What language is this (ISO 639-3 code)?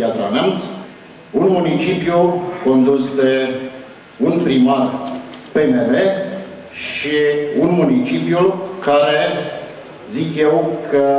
ron